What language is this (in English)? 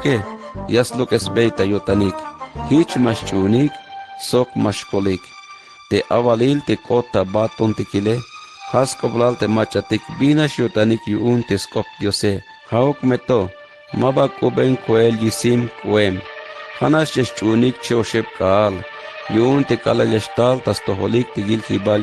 Tzeltal